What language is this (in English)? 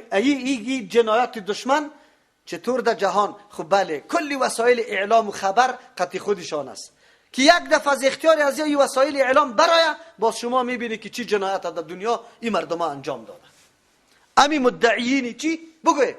Persian